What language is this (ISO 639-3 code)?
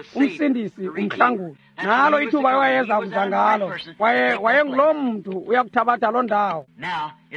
xho